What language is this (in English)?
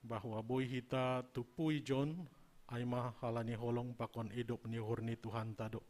Batak Simalungun